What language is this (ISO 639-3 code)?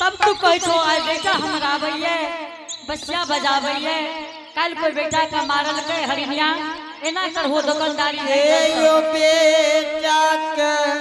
anp